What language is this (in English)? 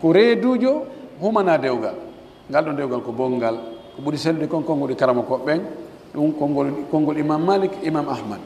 Pular